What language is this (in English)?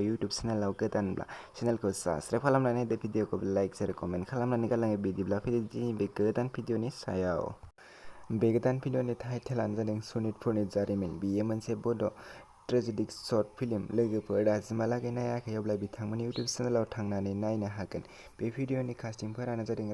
Bodo